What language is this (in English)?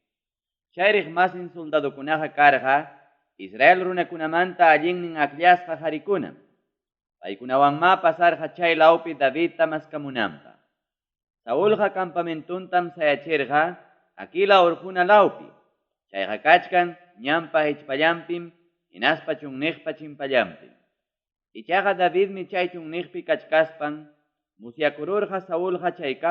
Ayacucho Quechua